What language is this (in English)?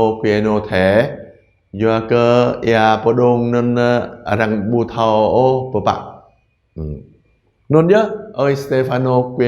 Jarai